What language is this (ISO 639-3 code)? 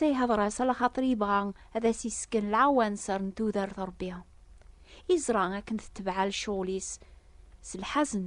kab